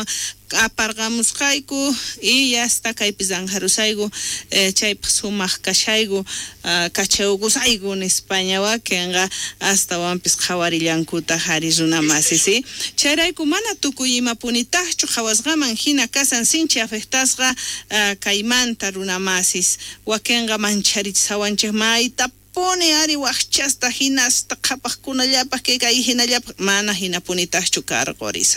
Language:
South Bolivian Quechua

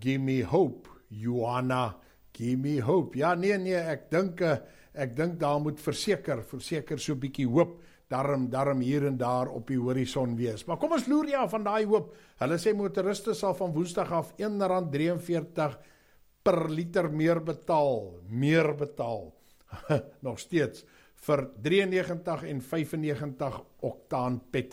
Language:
Afrikaans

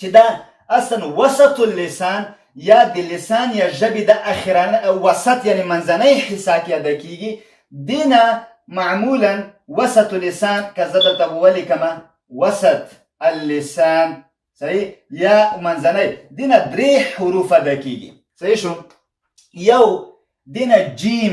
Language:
Pashto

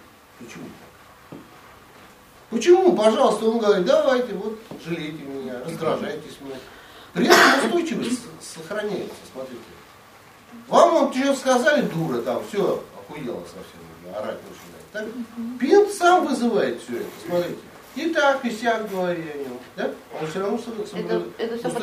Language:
Russian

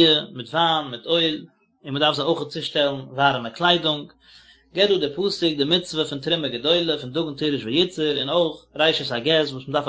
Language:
Yiddish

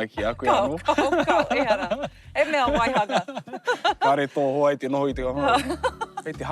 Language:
Māori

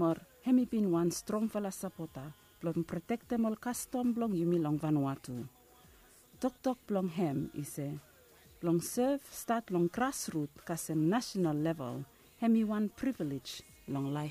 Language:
Bislama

